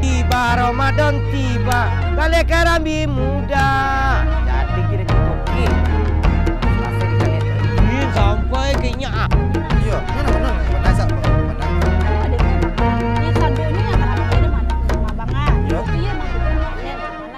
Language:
Minangkabau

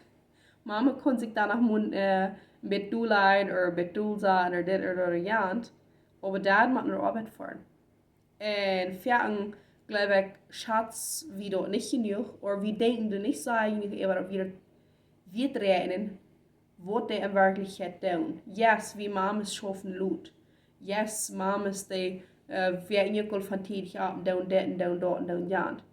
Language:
Plautdietsch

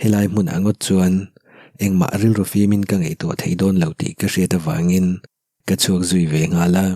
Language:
Mizo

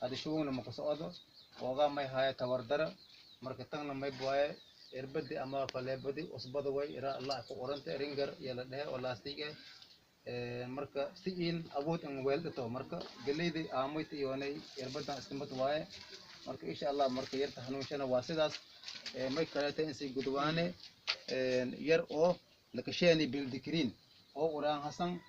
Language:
Somali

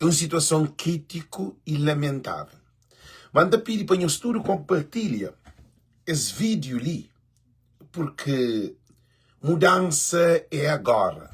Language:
Kabuverdianu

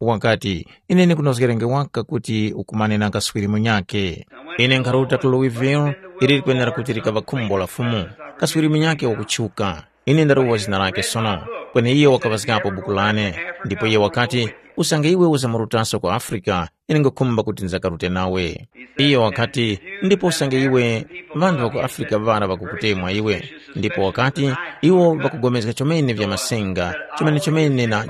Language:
Tumbuka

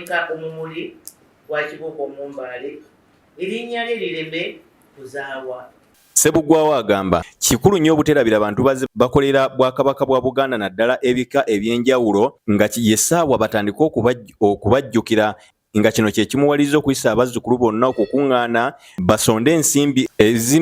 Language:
Ganda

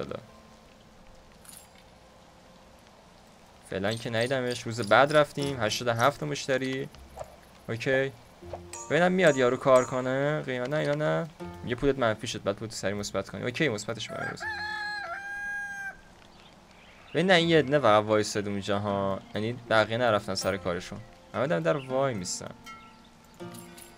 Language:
Persian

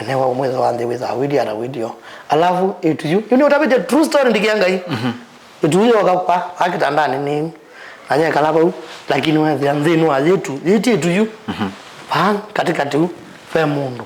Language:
Kamba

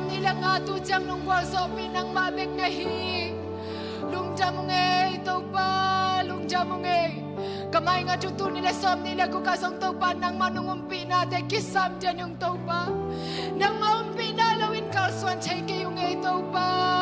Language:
Tedim Chin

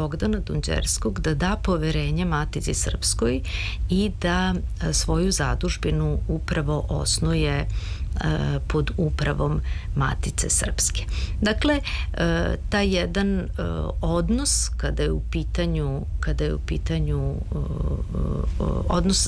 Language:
Serbian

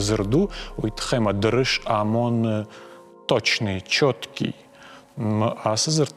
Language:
Ossetic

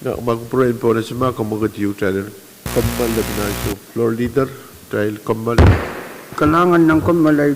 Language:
Pohnpeian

